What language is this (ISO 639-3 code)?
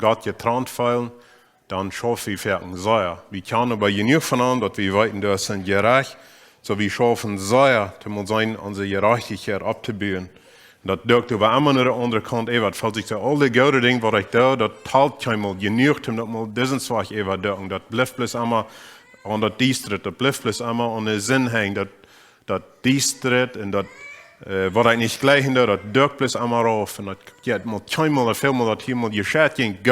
pdt